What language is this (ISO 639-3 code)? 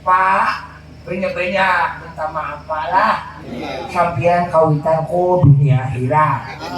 bjn